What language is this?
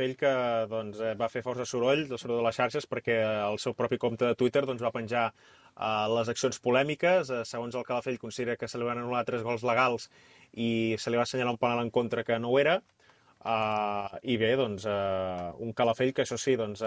Catalan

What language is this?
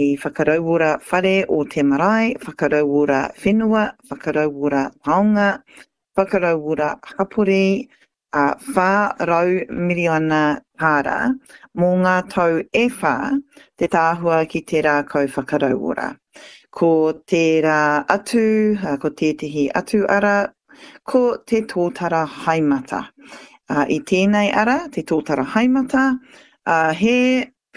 Māori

